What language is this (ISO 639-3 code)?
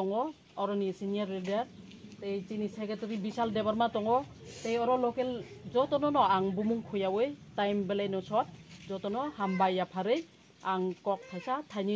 trp